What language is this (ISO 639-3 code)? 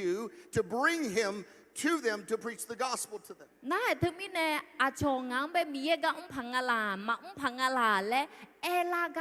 ahk